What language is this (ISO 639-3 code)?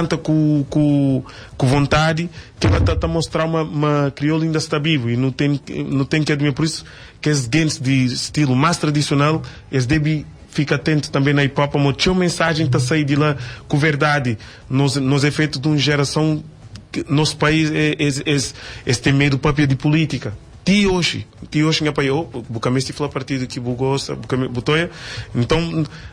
kea